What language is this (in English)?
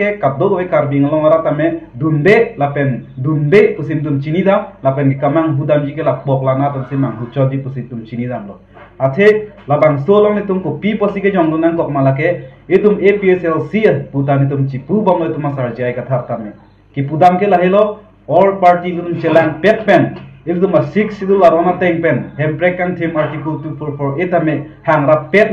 Karbi